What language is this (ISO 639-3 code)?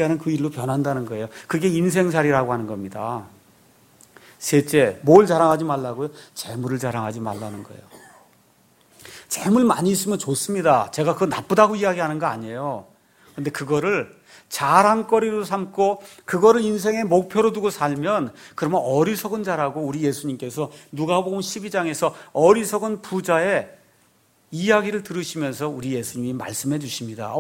kor